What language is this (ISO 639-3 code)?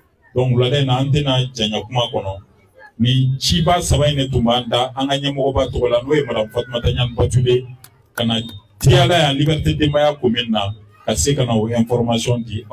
bam